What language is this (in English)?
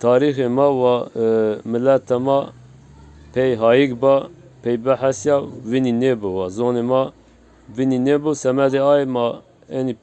Zaza